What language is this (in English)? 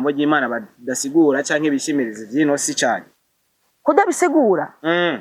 Rundi